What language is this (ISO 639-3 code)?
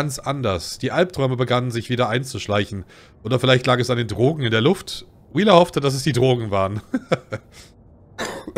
deu